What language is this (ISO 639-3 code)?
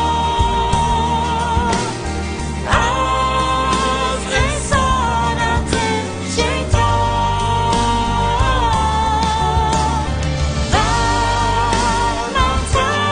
fas